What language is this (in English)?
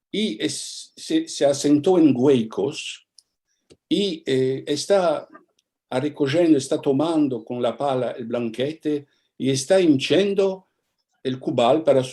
Ladino